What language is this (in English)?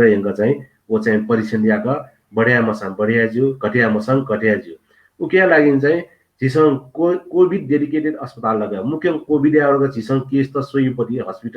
Newari